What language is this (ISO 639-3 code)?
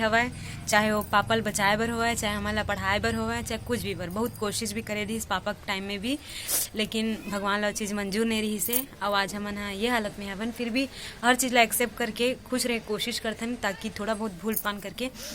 hne